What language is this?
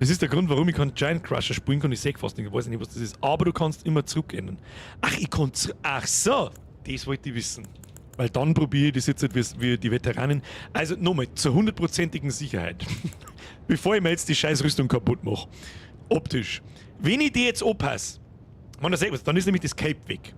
Bavarian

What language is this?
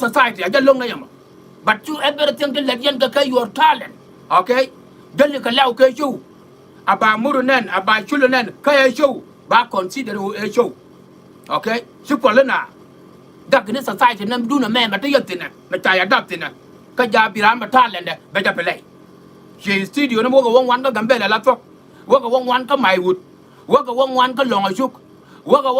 Nuer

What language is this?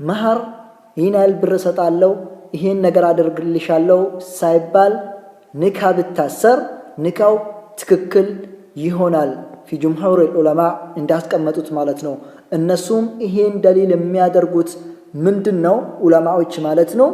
Amharic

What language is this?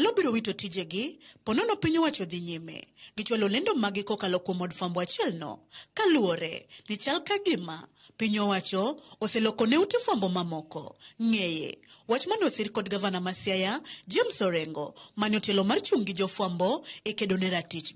Luo (Kenya and Tanzania)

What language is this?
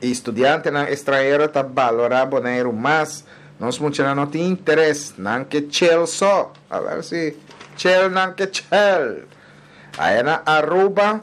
Papiamento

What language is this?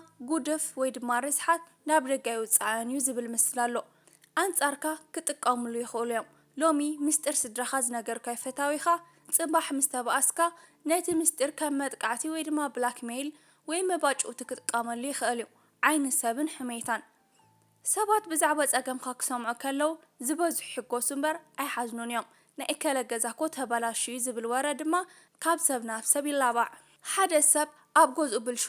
Tigrinya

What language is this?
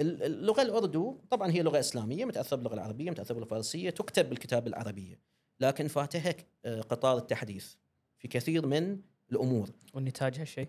Gulf Arabic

